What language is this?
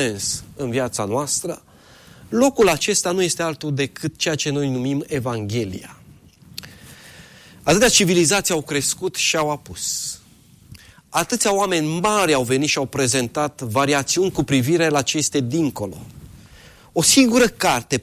Romanian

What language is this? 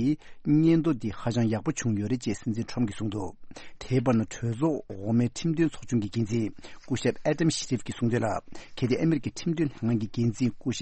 Tibetan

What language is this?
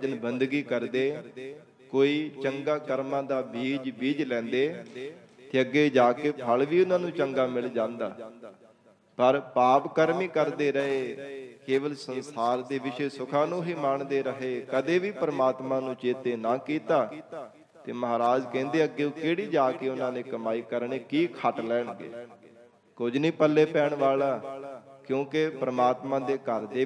Punjabi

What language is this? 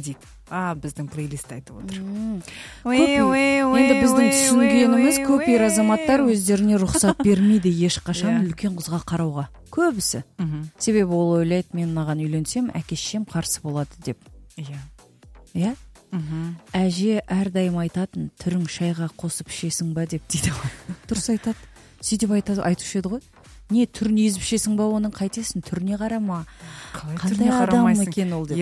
Kazakh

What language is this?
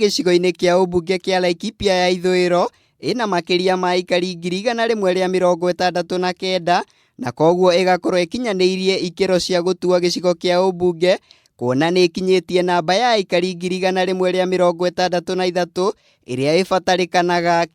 Kikuyu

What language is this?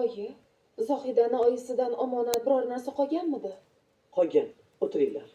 Uzbek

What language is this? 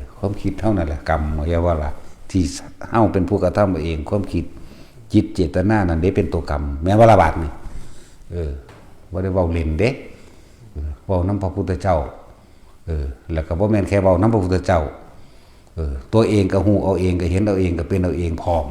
Northeastern Thai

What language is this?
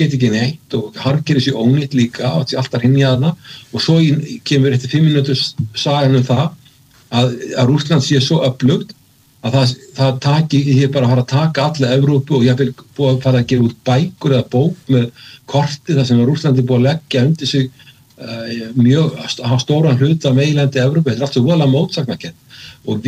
Icelandic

